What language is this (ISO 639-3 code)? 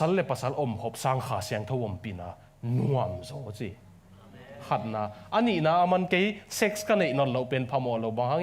ctd